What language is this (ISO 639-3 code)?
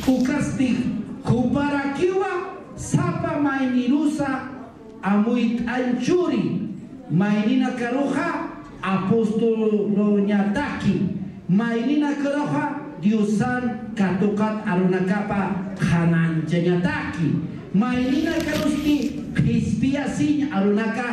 aym